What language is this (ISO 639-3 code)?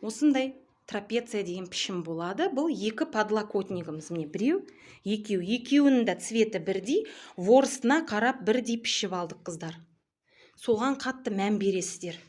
kaz